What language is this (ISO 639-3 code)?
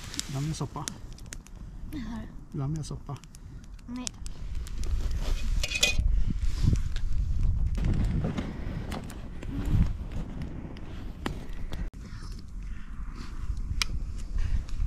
swe